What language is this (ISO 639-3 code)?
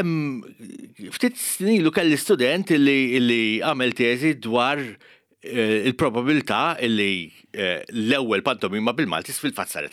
mlt